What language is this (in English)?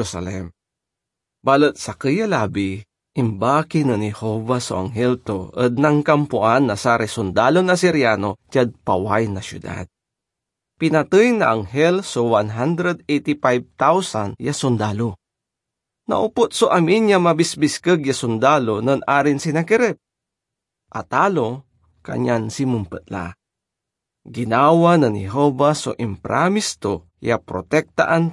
Pangasinan